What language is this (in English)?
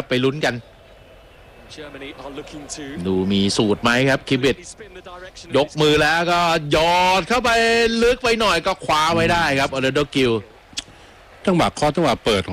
Thai